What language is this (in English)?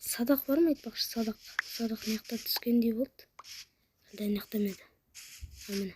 Kazakh